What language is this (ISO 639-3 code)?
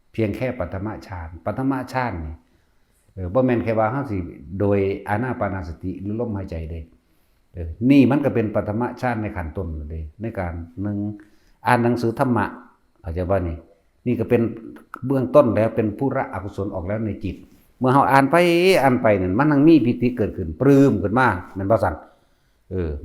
tts